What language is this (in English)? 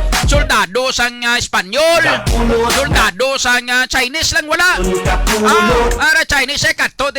Hiligaynon